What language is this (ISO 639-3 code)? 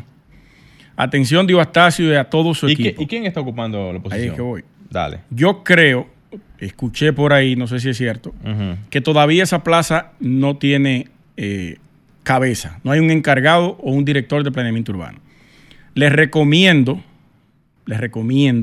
spa